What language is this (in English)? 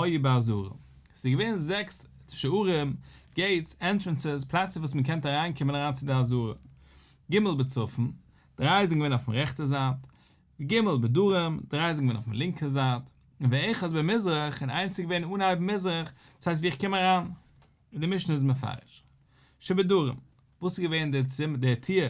Yiddish